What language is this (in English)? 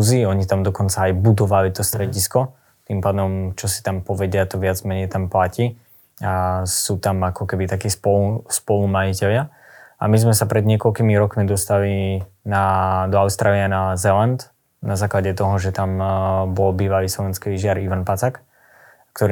Slovak